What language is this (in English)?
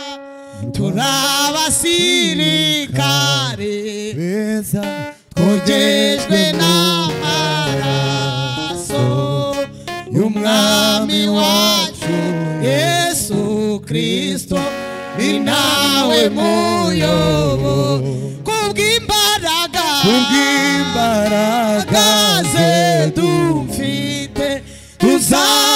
Kinyarwanda